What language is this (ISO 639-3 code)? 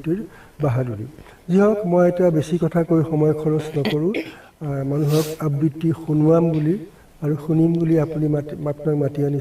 asm